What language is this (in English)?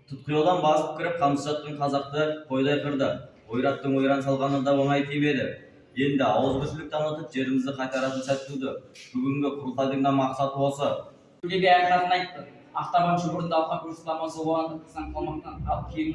Kazakh